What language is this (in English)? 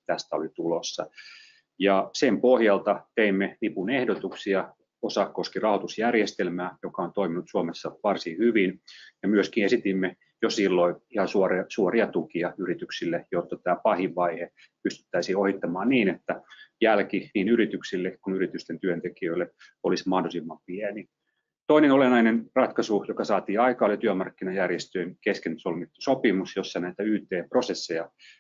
Finnish